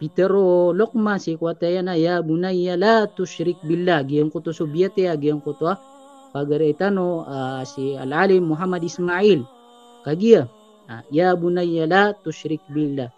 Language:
Maranao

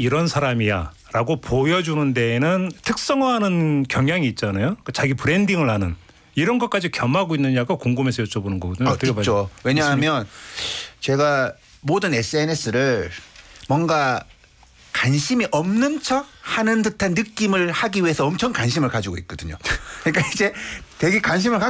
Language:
Korean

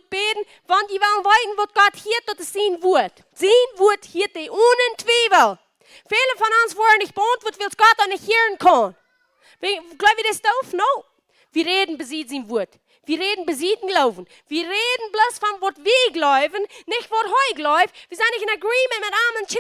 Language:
Plautdietsch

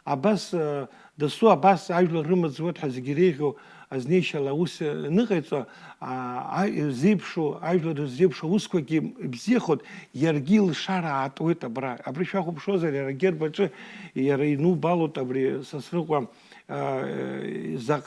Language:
Abkhazian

